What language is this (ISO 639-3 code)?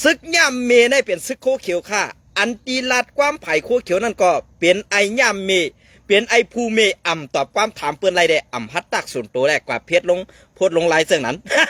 shn